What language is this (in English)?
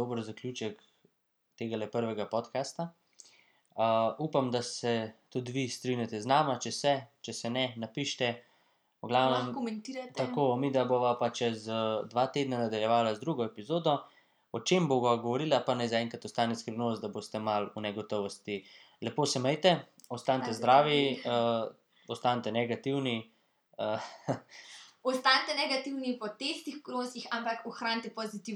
Slovenian